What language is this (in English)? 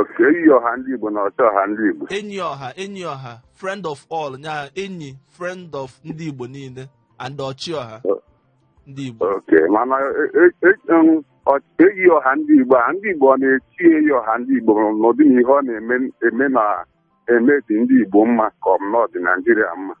Igbo